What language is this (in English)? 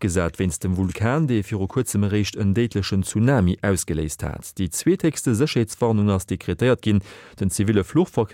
Luxembourgish